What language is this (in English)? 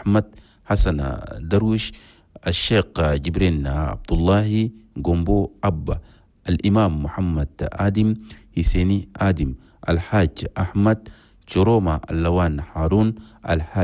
Chadian Arabic